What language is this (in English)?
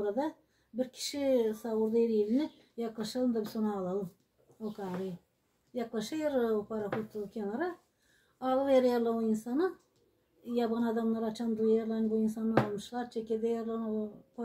Gagauz